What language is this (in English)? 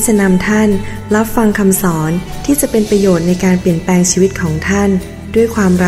Thai